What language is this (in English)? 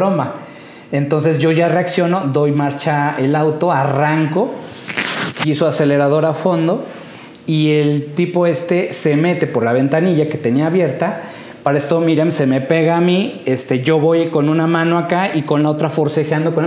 Spanish